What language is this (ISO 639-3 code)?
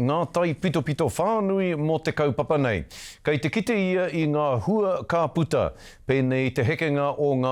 mri